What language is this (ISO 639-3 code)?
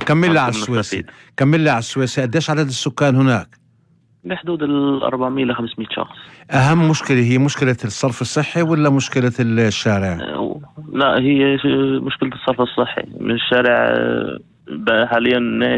apc